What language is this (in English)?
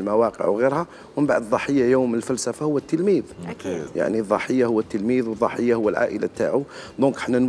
Algerian Arabic